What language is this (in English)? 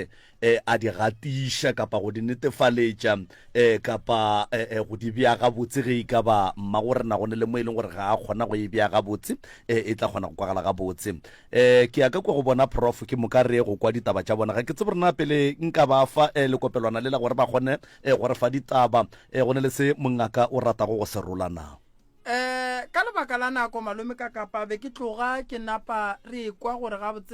Northern Sotho